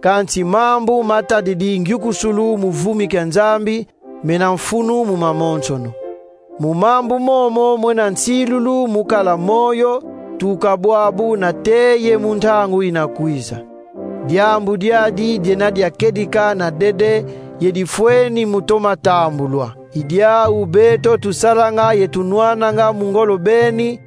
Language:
Kongo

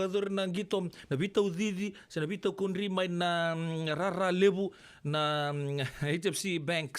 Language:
Fijian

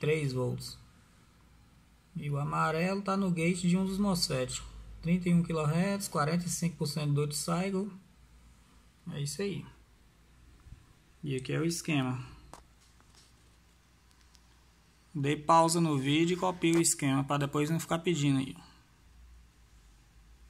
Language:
Portuguese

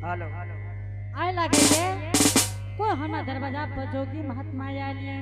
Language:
Angika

